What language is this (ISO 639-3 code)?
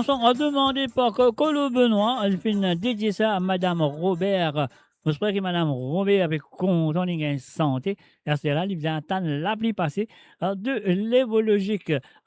mfe